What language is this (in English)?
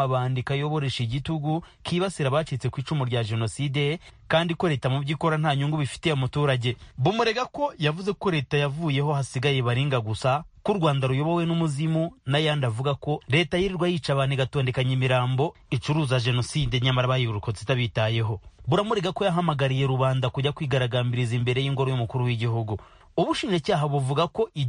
Kinyarwanda